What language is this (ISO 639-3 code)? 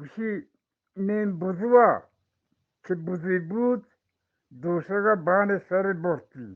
bgp